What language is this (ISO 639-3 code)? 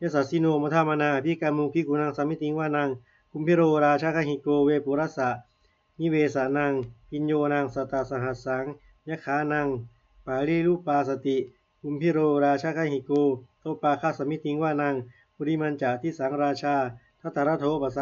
pli